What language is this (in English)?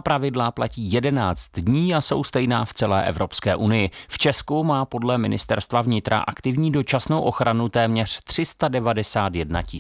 Czech